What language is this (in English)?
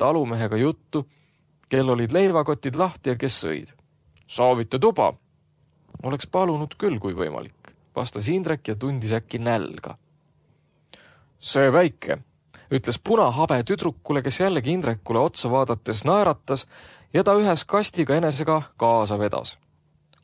Estonian